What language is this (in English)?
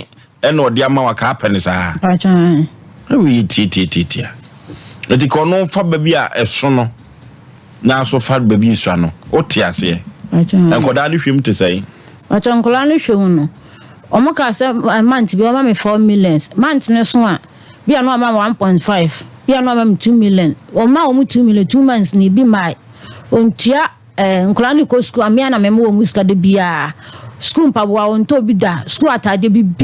Akan